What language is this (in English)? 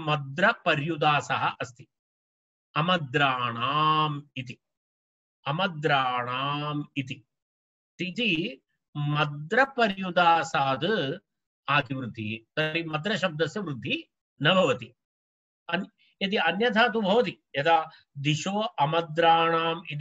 Sanskrit